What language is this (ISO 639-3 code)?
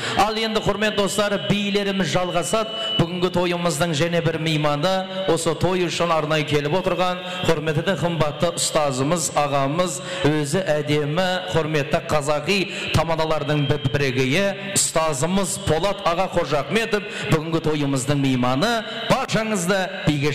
kaa